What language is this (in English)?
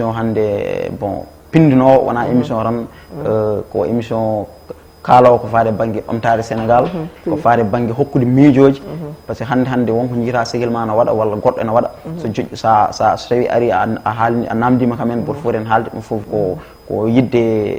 Fula